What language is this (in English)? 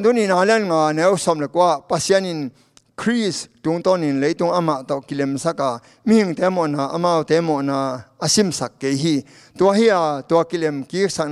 Tedim Chin